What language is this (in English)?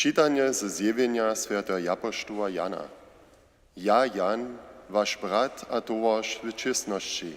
Upper Sorbian